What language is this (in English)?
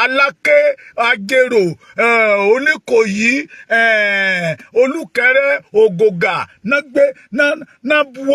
Yoruba